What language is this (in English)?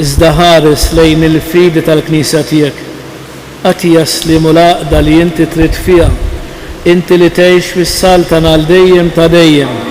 Maltese